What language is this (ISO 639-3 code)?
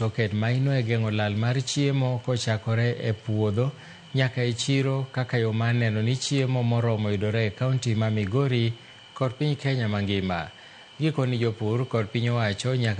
luo